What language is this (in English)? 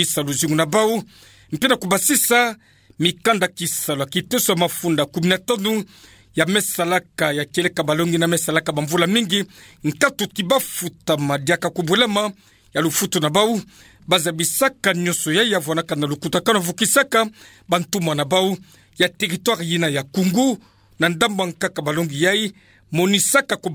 Kituba (Democratic Republic of Congo)